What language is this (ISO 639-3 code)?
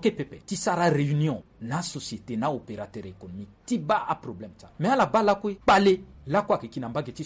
sag